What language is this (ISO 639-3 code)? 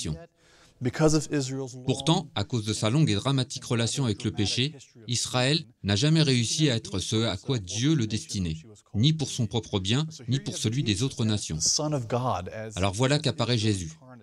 fra